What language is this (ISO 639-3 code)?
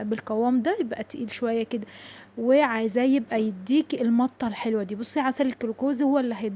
arz